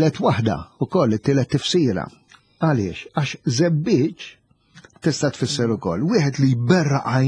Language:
Maltese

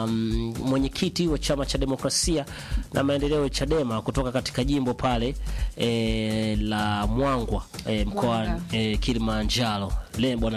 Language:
Swahili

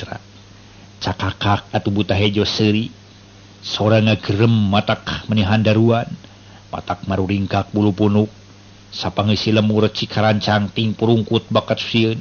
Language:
Sundanese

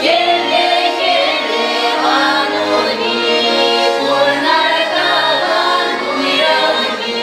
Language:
Chuvash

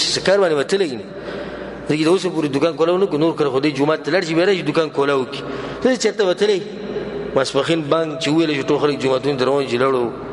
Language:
Pashto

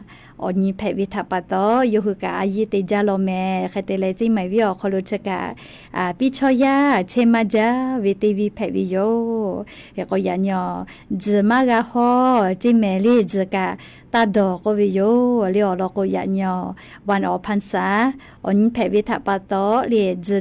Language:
Lahu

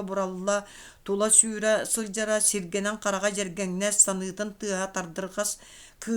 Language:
Yakut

